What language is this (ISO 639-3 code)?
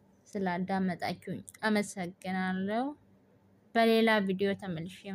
amh